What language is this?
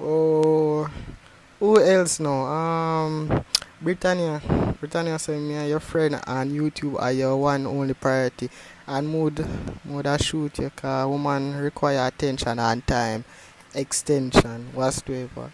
Jamaican Creole English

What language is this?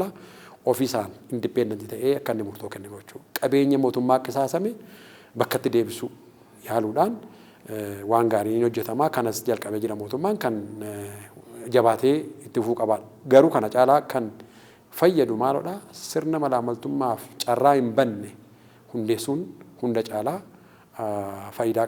Oromo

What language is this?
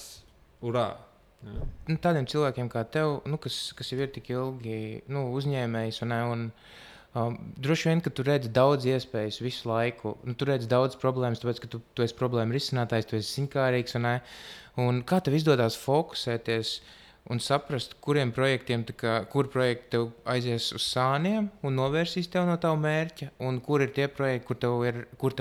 Latvian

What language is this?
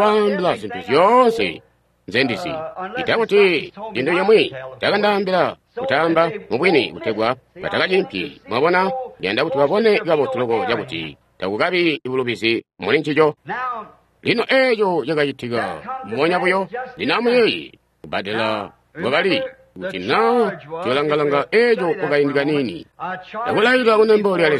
Tonga (Zambia)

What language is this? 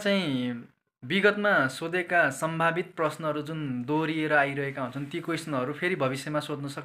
Nepali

